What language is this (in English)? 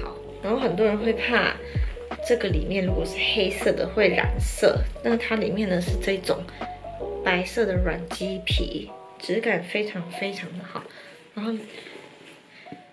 Chinese